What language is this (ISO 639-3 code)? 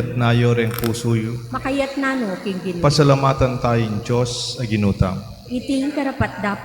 pam